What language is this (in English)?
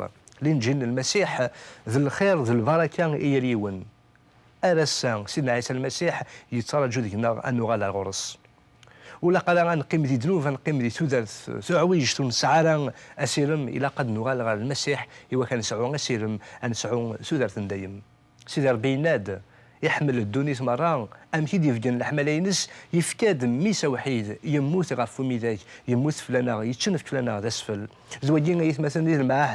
Kabyle